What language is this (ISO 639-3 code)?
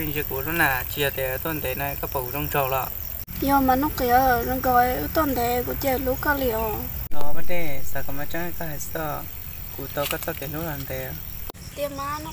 hmn